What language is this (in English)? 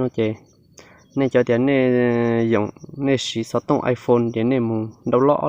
Hmong